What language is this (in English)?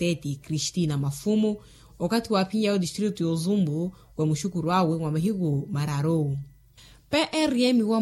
Makhuwa